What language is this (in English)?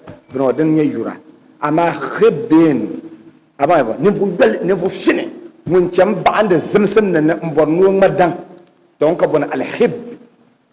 Dagbani